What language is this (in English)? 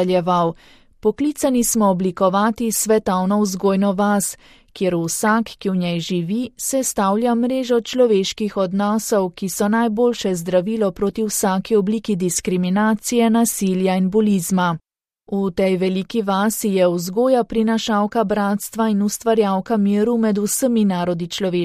Slovenian